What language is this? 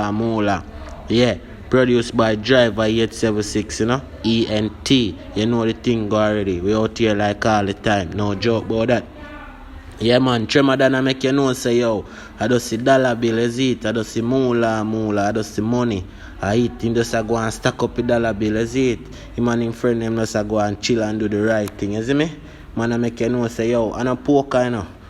Jamaican Creole English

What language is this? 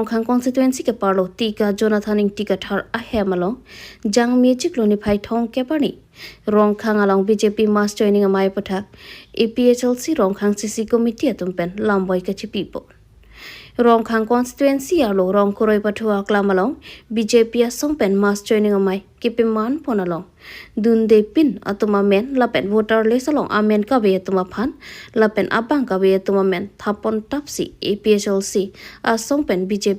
Karbi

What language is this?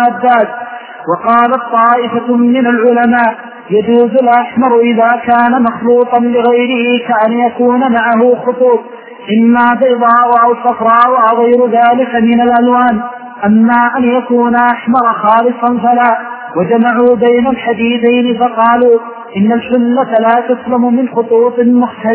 Arabic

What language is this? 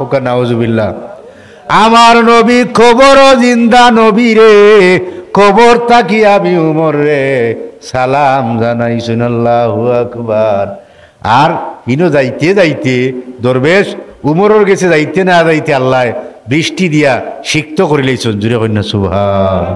Sylheti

